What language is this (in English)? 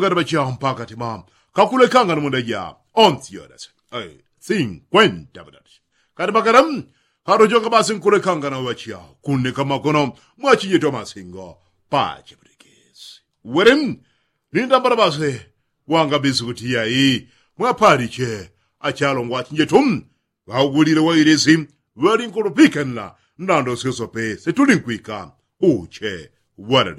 Yao